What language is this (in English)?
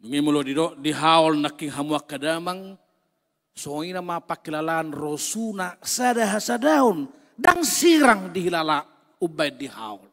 Batak Toba